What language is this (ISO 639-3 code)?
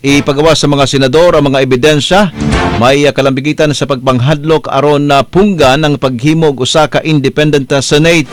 ceb